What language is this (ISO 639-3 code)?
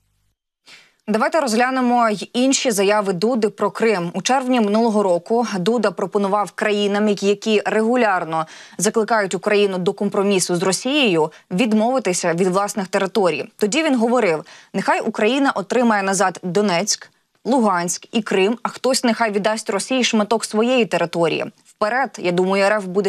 ukr